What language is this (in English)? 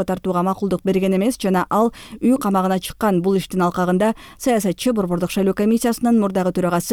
Kyrgyz